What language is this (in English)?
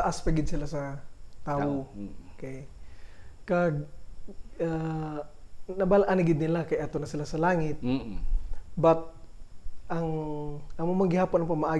Hiligaynon